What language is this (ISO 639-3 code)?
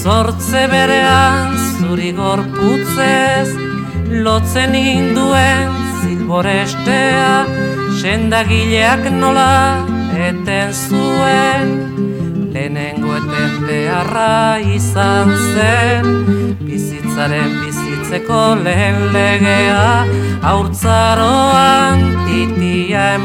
eus